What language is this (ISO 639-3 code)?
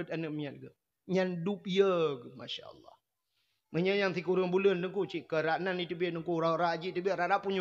ace